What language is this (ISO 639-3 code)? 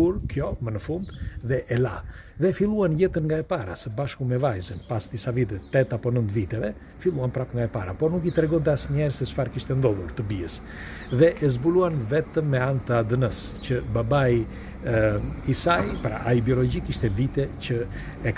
sqi